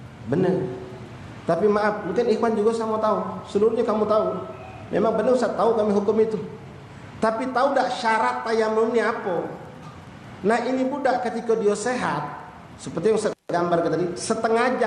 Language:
Musi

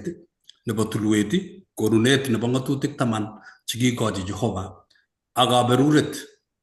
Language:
Kalenjin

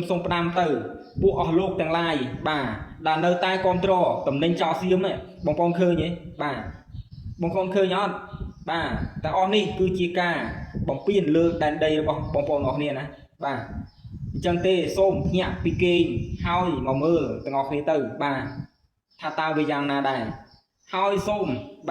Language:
Khmer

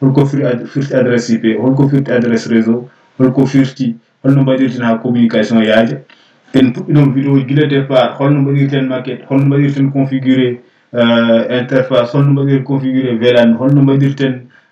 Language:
Fula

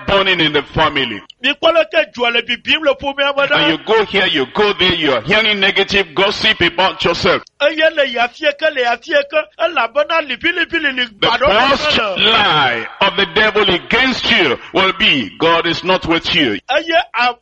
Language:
Ewe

